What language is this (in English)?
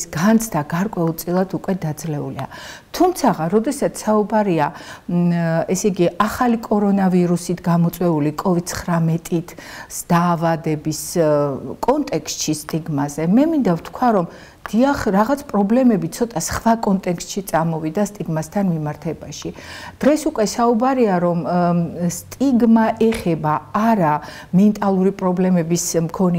Georgian